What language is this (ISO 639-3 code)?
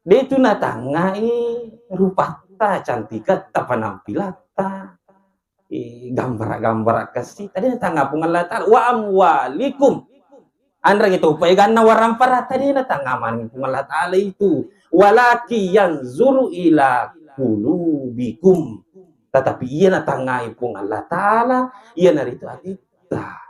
bug